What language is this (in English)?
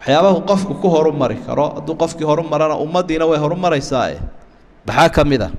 Somali